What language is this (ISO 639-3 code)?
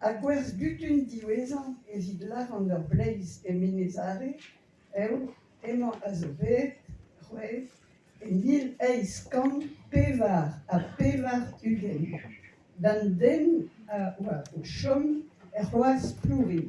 bre